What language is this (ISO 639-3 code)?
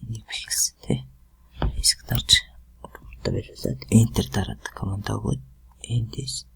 mon